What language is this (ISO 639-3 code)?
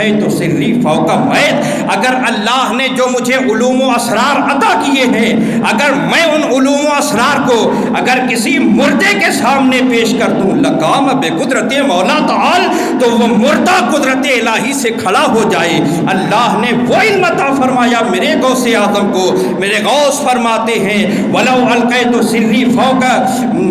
urd